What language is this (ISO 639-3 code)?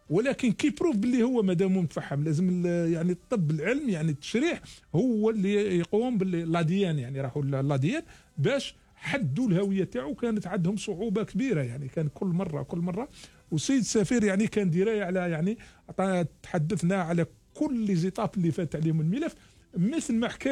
arq